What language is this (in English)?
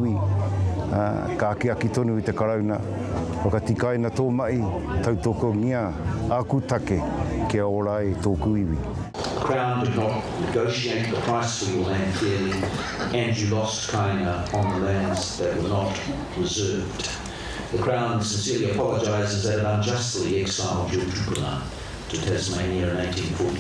Māori